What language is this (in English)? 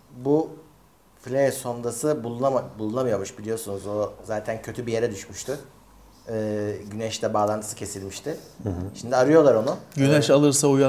Turkish